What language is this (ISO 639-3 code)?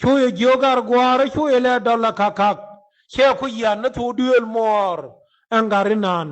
nus